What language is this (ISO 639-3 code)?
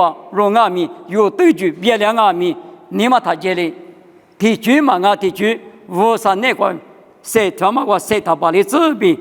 lis